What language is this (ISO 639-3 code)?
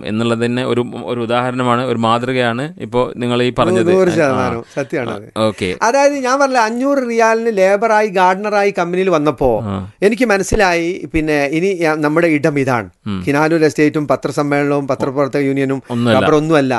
mal